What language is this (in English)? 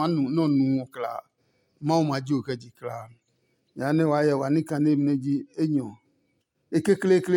Adangme